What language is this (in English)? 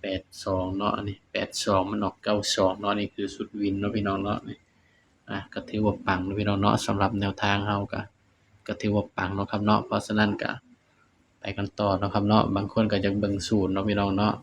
Northeastern Thai